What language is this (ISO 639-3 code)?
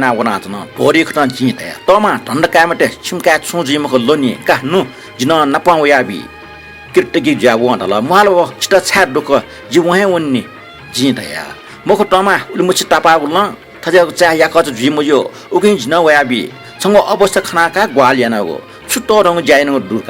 new